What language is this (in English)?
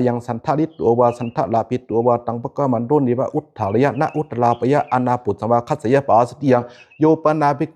Pali